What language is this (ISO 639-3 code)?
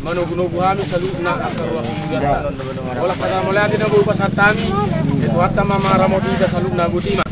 bbc